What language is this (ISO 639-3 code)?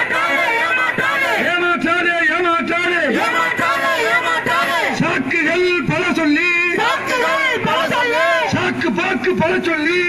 tam